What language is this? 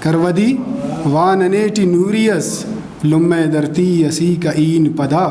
Brahui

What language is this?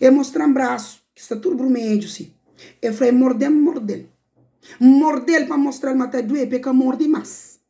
Kabuverdianu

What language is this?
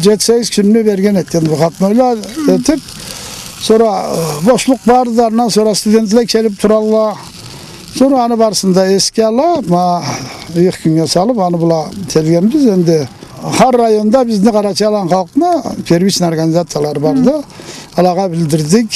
Karachay-Balkar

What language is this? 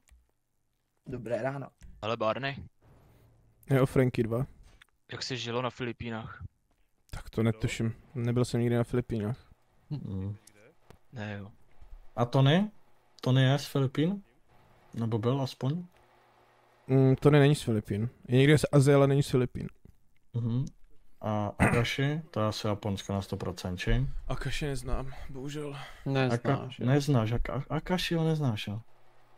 Czech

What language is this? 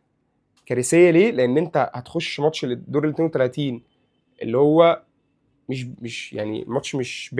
Egyptian Arabic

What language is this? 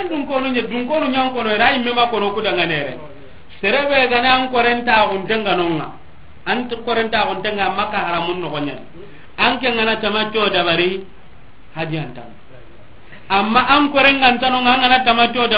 Soninke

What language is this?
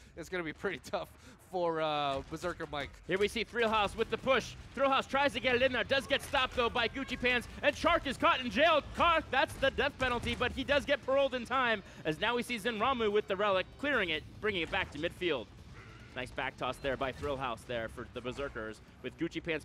English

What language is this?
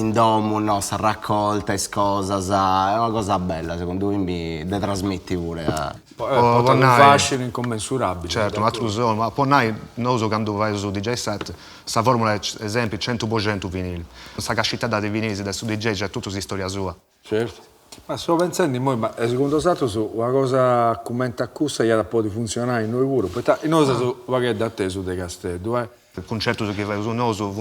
Sardinian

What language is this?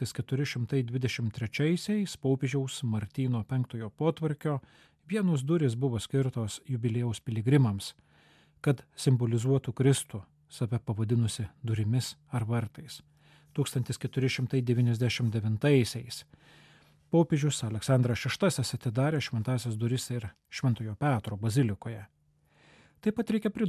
Lithuanian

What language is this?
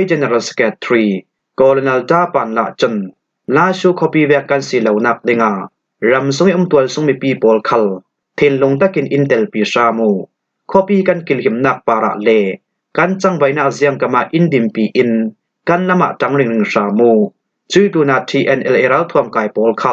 Falam Chin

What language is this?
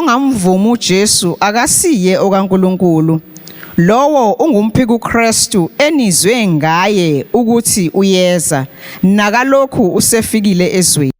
Zulu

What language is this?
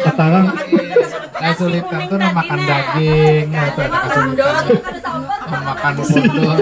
Banjar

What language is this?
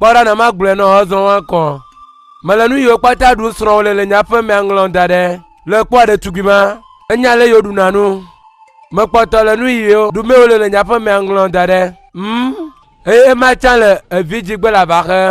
Ewe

